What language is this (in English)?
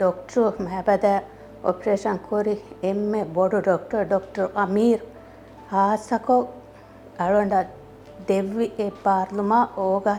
Divehi